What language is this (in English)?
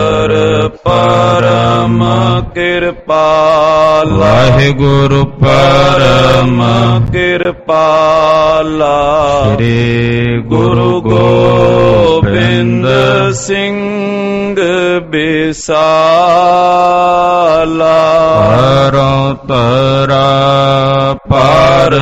Punjabi